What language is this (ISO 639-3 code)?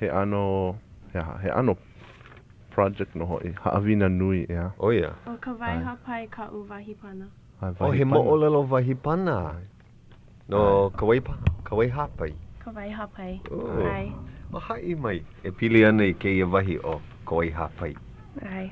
haw